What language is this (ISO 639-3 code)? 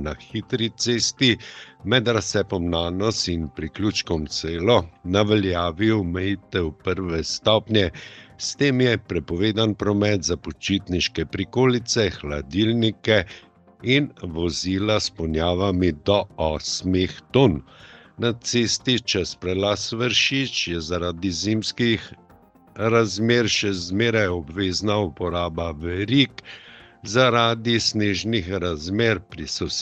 slv